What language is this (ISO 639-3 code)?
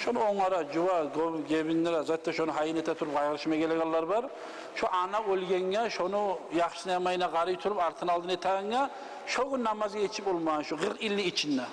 kum